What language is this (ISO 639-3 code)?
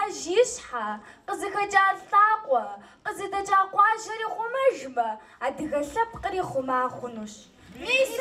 kbd